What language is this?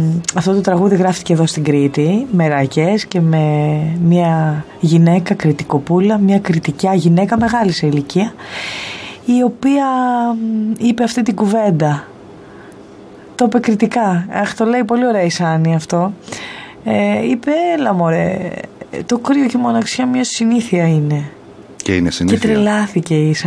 Greek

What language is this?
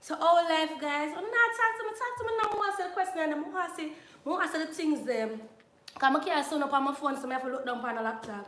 Jamaican Creole English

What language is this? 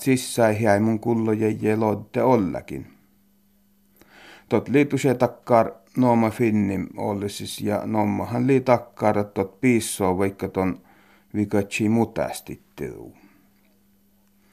Finnish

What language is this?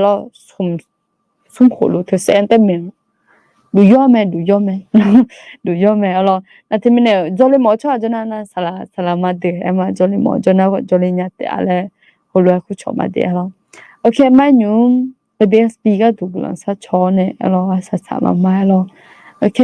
Akha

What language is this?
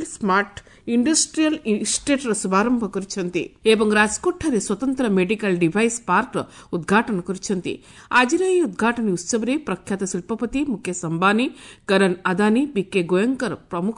Odia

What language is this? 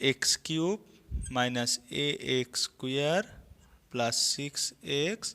Assamese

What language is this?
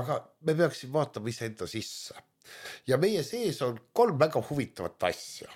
Estonian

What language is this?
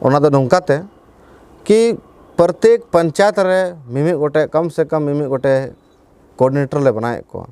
Santali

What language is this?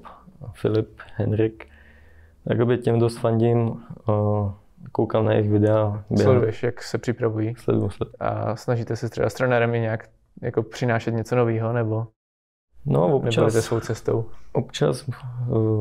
Czech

